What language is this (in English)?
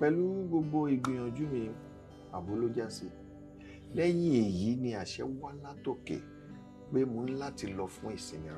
Yoruba